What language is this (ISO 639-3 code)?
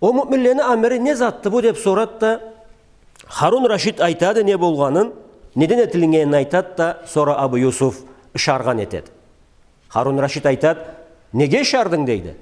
krc